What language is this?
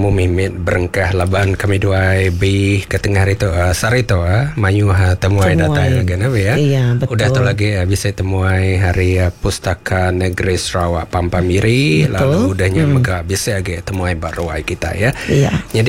Iban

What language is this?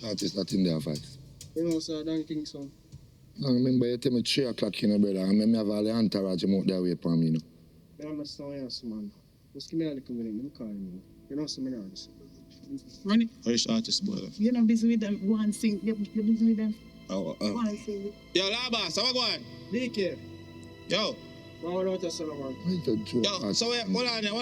Jamaican Creole English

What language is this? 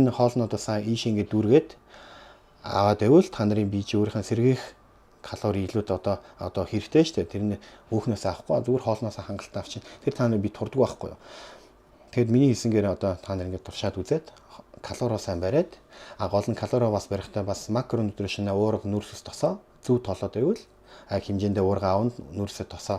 Mongolian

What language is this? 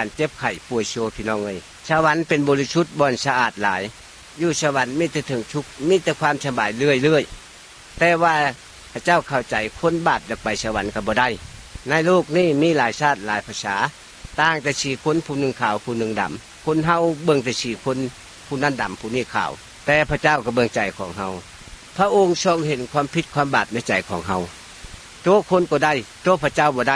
Lao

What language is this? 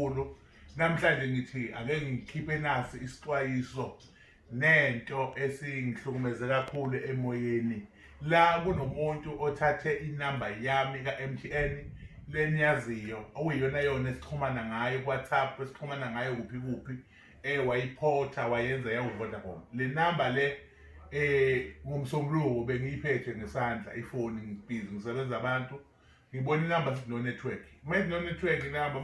Zulu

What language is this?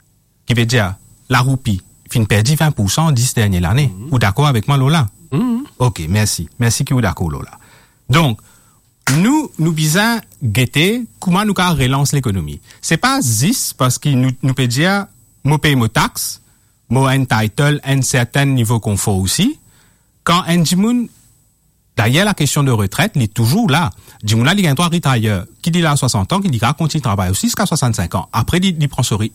Morisyen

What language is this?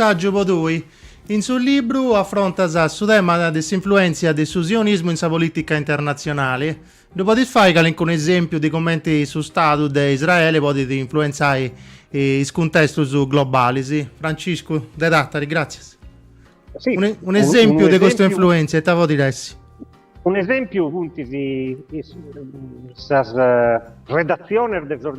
Sardinian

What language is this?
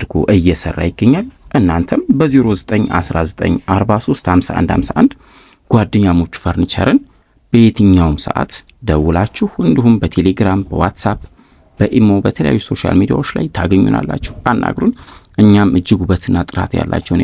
Amharic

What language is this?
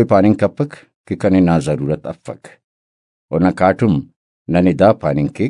Brahui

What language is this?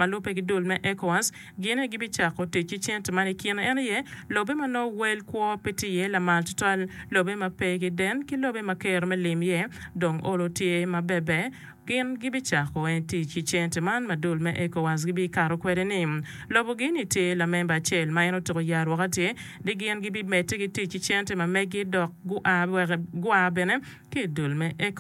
Acoli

